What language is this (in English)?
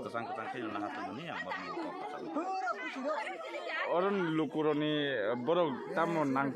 Kok Borok